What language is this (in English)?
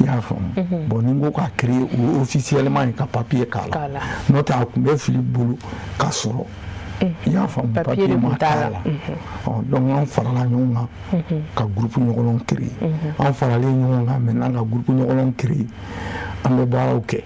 Bambara